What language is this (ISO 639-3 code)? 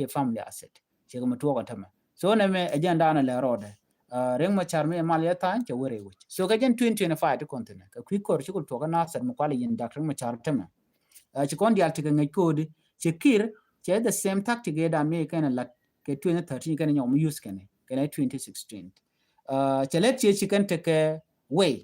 nus